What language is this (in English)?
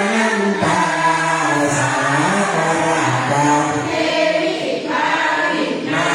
Pali